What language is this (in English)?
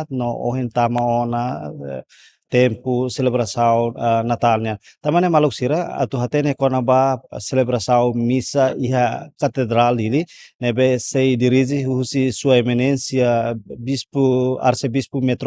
Tetum